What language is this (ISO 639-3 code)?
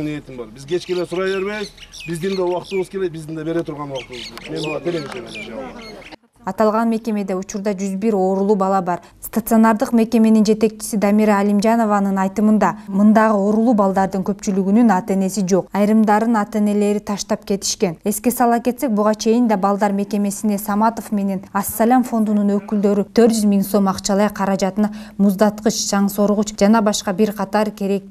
kir